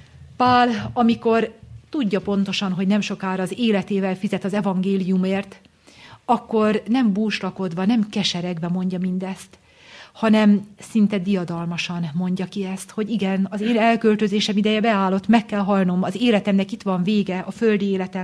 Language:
Hungarian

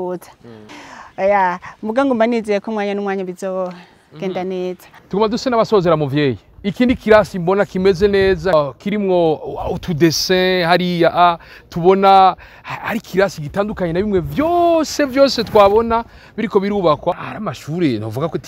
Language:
Rundi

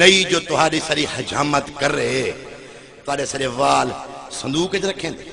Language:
Saraiki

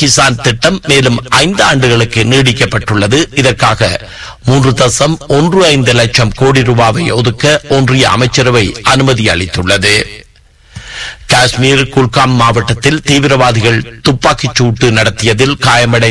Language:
Tamil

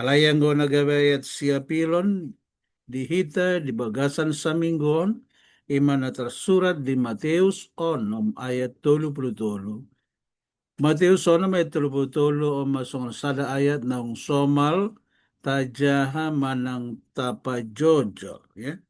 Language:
Batak Toba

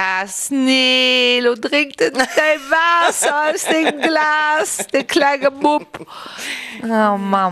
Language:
Luxembourgish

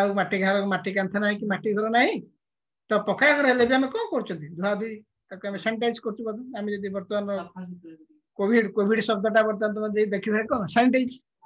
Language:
Odia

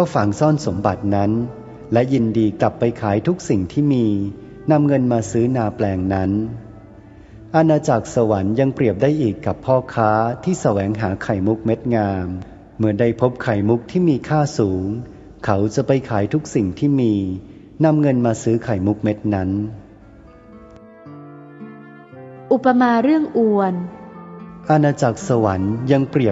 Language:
Thai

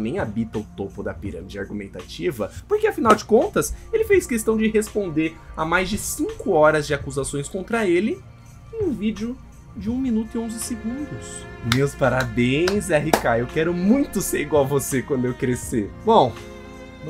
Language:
Portuguese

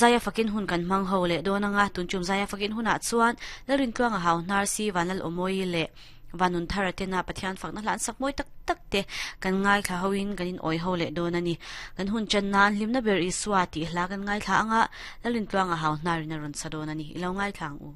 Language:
Mizo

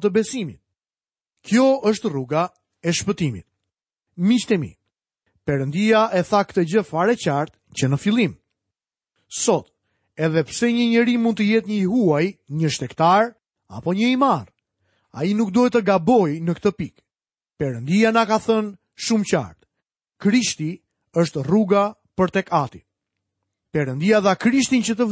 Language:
Albanian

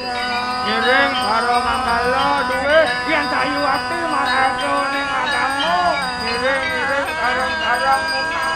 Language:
Balinese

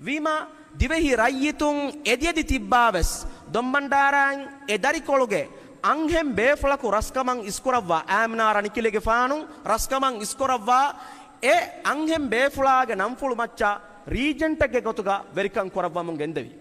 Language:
Divehi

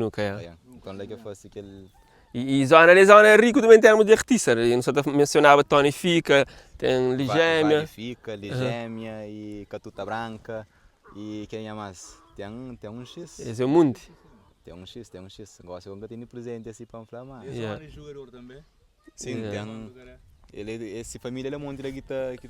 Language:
Kabuverdianu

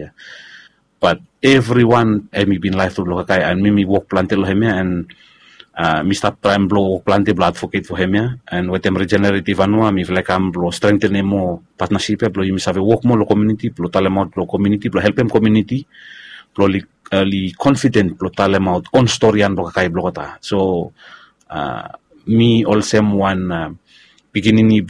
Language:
Bislama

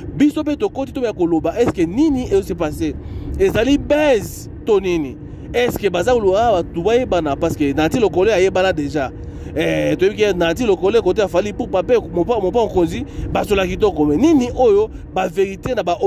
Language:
Lingala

